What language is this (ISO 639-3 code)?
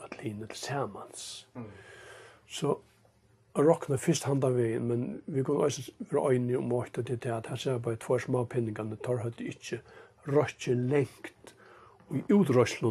fao